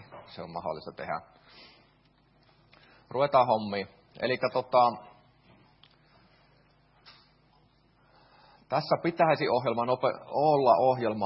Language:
Finnish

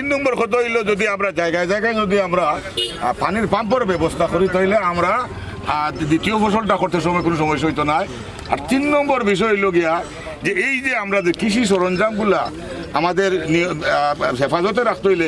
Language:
Sylheti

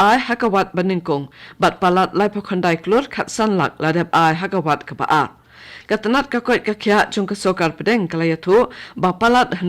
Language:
Khasi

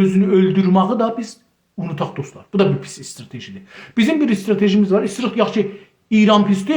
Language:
South Azerbaijani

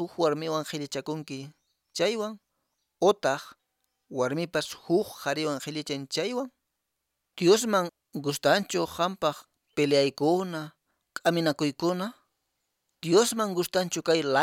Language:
Quechua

